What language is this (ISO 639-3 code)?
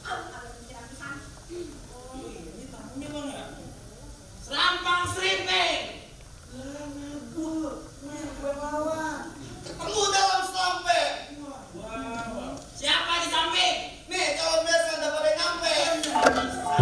bew